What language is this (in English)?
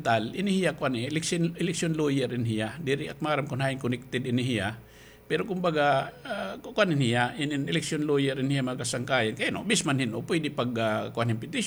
Waray